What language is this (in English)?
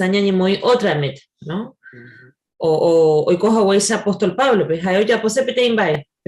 Guarani